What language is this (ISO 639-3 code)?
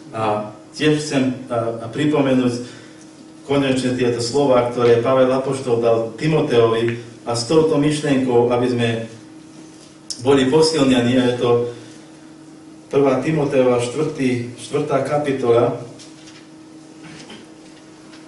slk